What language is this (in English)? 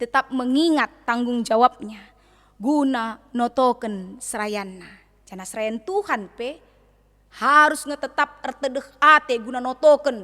Batak Karo